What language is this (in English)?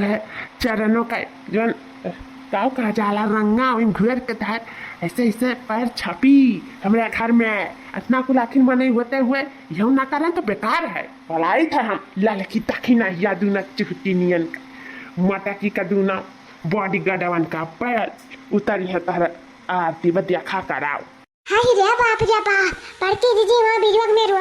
Awadhi